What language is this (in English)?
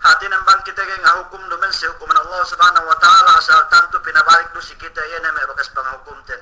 Yakan